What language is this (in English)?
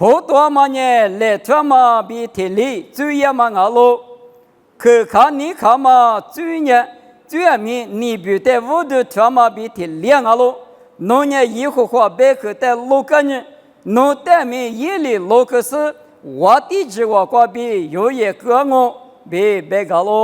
Lisu